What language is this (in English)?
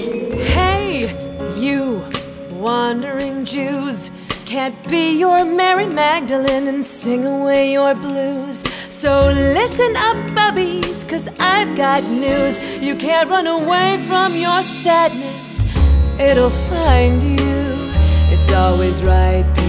English